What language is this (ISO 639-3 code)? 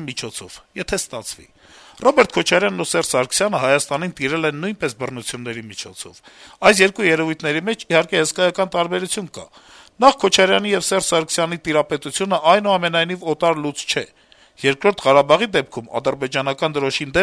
hye